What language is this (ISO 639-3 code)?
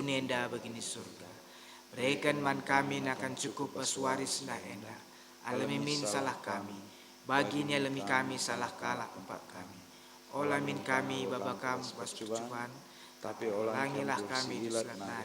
btx